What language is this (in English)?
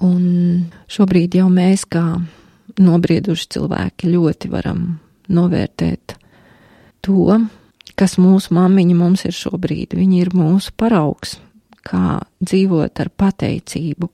Latvian